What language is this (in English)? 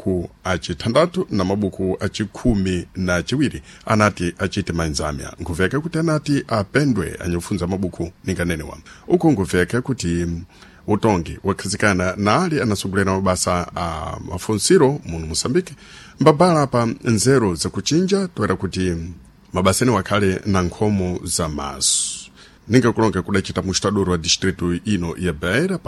Sena